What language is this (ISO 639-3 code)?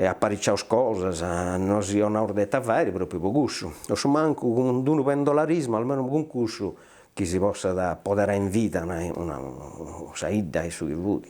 srd